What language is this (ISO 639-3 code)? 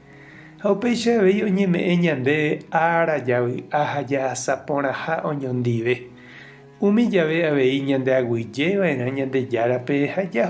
grn